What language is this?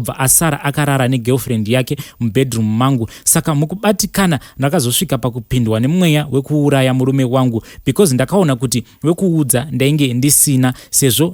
Shona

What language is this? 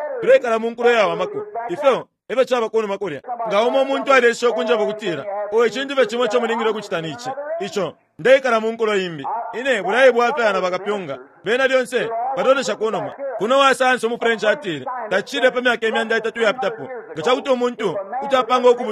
Bemba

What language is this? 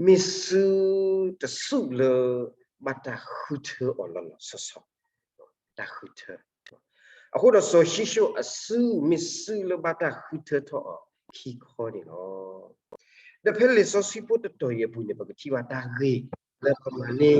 S'gaw Karen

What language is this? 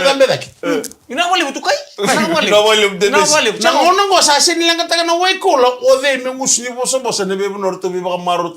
Fijian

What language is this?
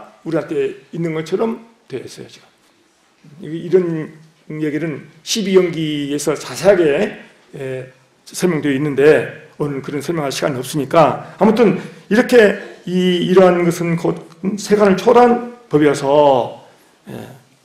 Korean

